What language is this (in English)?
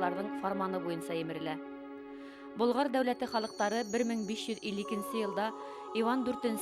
Bashkir